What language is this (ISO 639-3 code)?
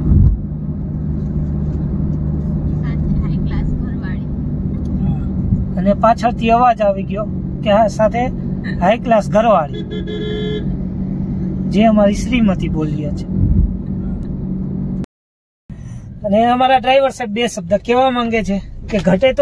guj